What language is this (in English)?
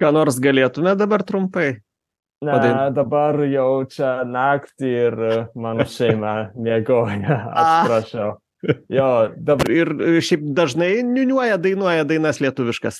Lithuanian